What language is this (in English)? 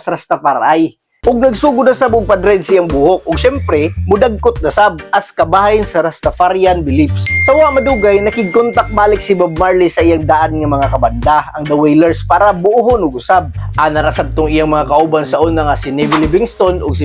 Cebuano